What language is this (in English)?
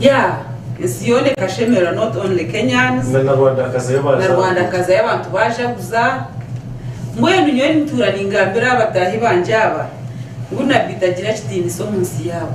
Nyankole